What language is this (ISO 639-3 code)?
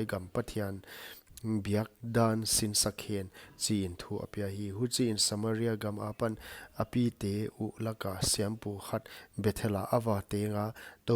pck